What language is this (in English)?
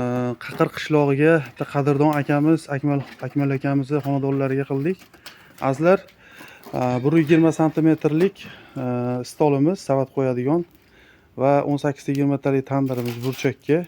Uzbek